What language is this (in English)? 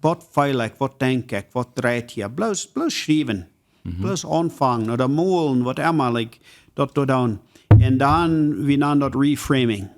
Plautdietsch